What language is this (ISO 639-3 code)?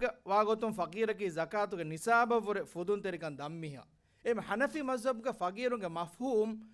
div